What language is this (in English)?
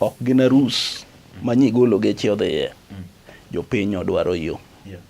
Luo (Kenya and Tanzania)